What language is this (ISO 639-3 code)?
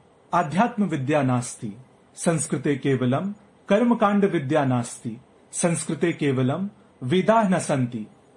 san